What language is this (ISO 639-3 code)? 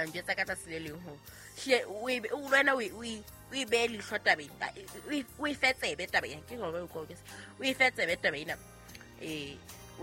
sot